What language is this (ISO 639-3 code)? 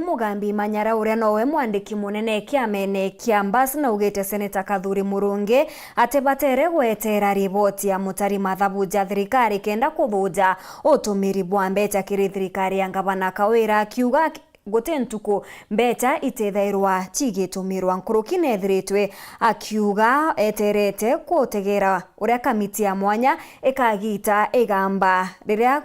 mer